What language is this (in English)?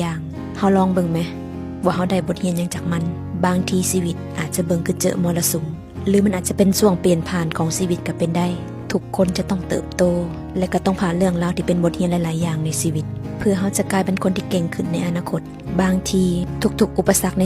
Lao